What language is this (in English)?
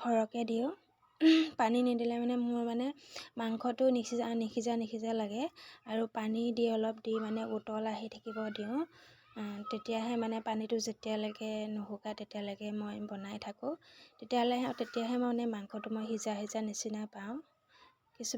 Assamese